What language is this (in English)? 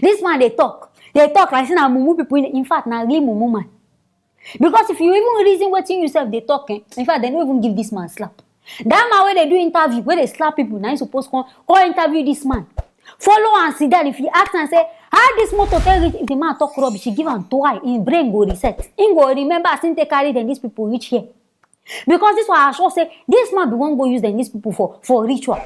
Nigerian Pidgin